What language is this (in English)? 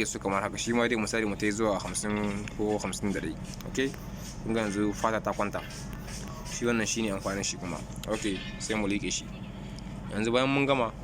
Hausa